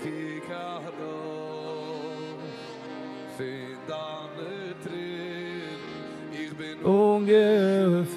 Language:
Yiddish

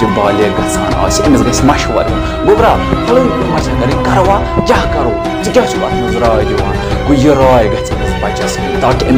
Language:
Kashmiri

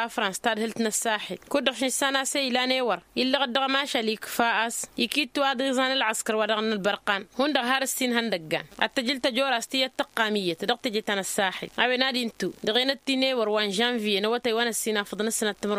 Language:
Tamasheq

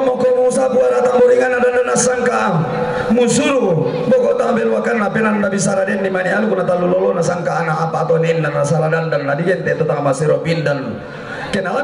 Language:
Toraja-Sa'dan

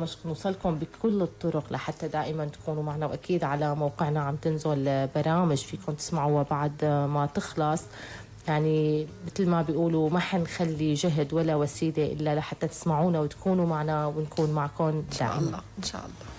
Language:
North Levantine Arabic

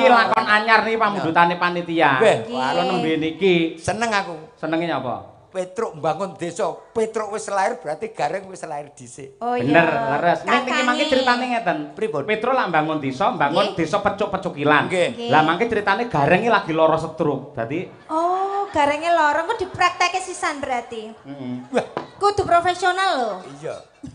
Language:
Javanese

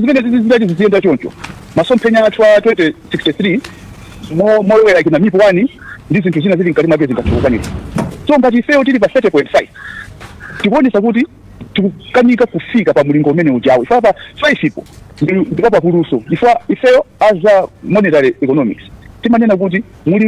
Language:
Nyanja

